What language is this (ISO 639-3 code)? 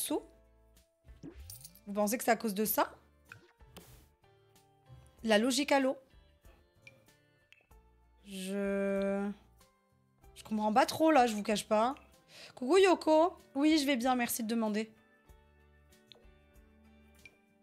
fra